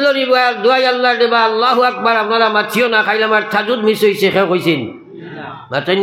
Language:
Sylheti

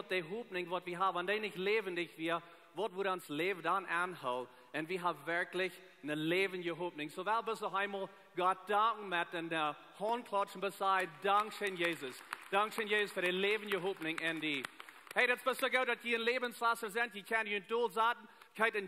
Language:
Plautdietsch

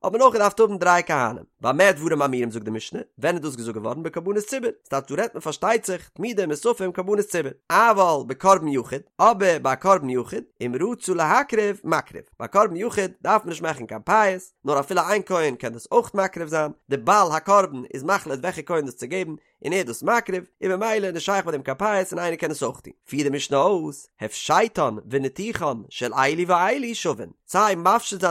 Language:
Yiddish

